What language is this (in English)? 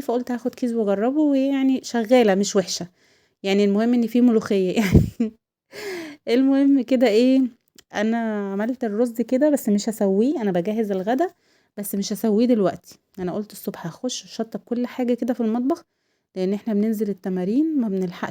Egyptian Arabic